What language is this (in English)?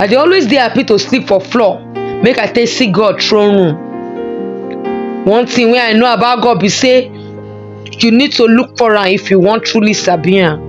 Nigerian Pidgin